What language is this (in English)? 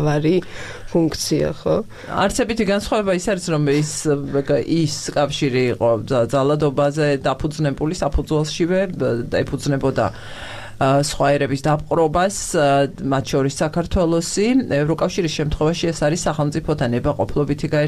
Georgian